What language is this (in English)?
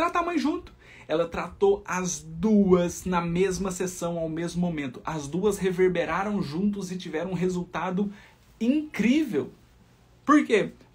Portuguese